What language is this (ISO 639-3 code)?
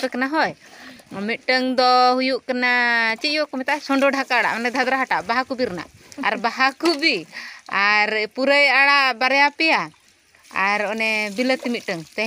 sat